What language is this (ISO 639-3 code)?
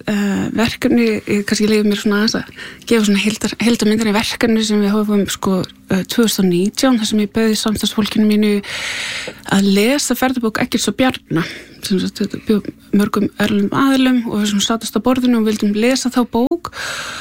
isl